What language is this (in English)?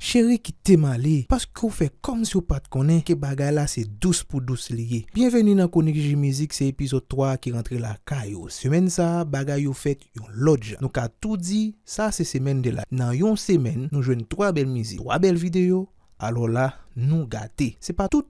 Haitian Creole